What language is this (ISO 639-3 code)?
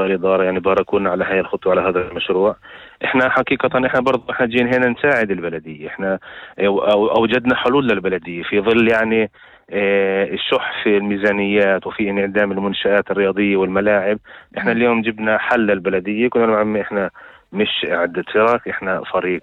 apc